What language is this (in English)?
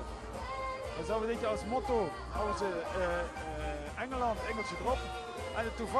Limburgish